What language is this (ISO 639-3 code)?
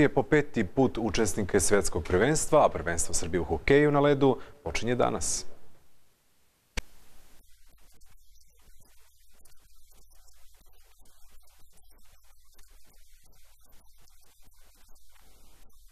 srp